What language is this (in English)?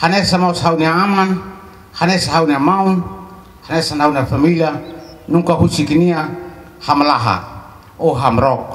Tetum